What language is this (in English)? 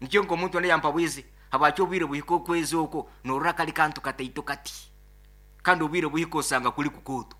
Nyoro